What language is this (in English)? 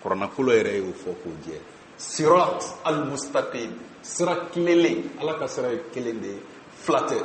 Bambara